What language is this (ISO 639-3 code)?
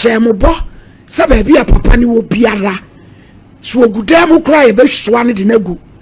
aka